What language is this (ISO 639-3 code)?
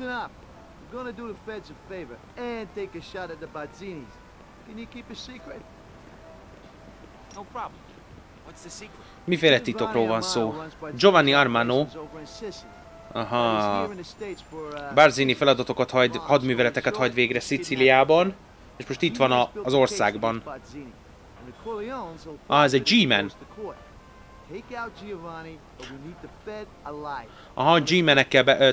hun